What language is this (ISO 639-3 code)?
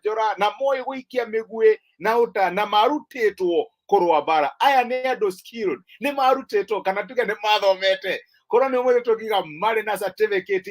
kik